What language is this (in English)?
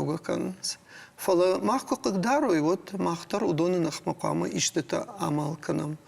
Ossetic